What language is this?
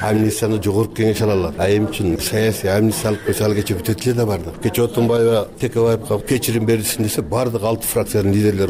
Kyrgyz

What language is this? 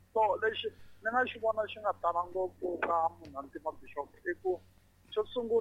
Tsonga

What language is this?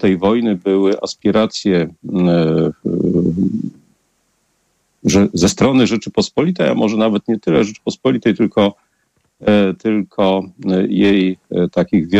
Polish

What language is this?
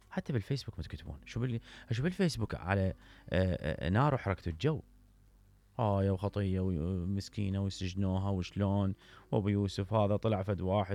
Mesopotamian Arabic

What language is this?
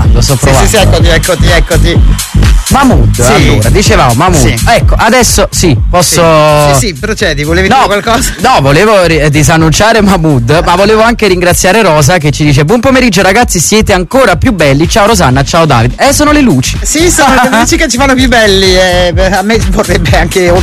Italian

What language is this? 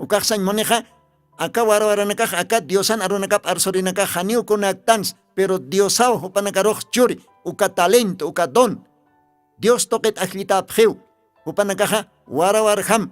Aymara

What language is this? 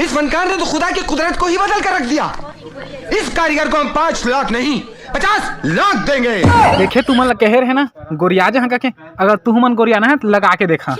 Chhattisgarhi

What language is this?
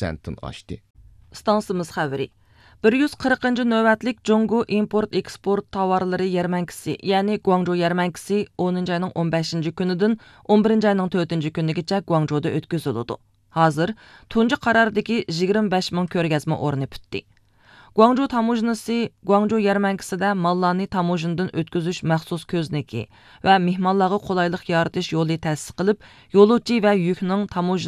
Uyghur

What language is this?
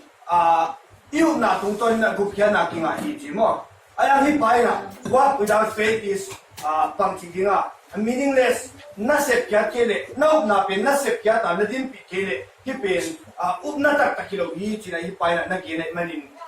Tedim Chin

